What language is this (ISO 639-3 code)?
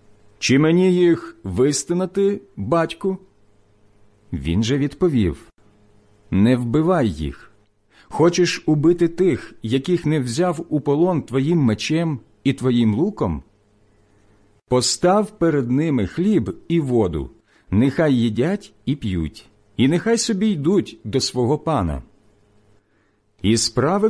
ukr